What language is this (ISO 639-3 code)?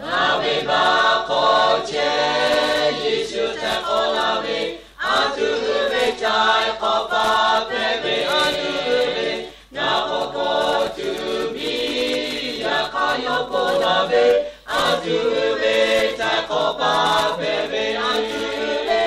lhu